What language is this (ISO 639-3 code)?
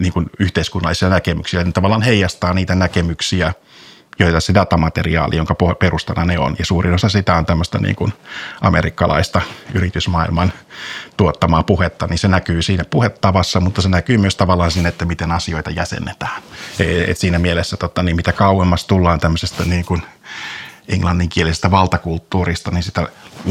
fin